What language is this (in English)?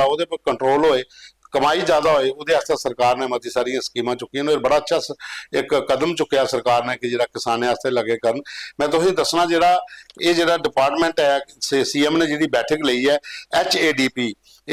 Dogri